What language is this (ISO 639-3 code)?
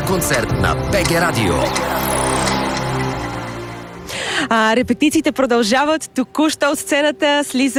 bul